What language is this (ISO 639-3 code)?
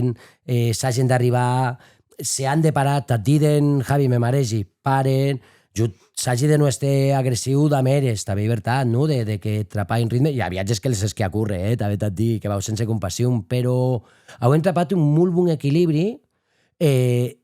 oci